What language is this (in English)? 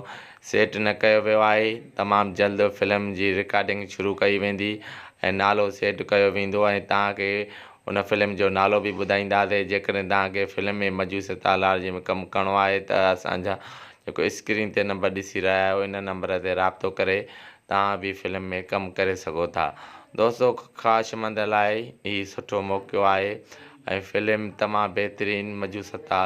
Sindhi